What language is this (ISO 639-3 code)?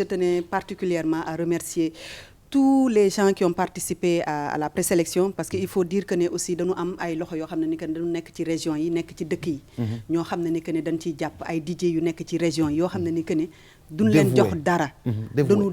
wol